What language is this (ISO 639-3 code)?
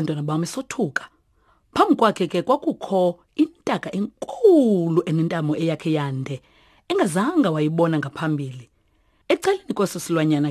xho